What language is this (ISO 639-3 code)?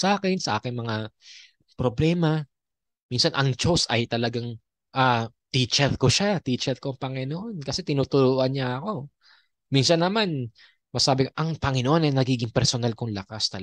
fil